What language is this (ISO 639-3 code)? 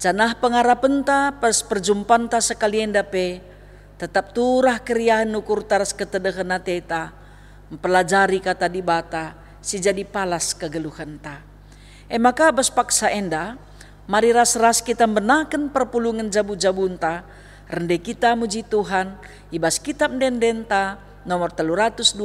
btx